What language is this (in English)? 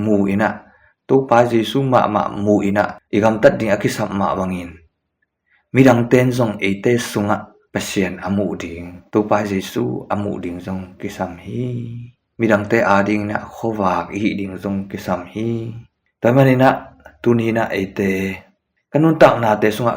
Tedim Chin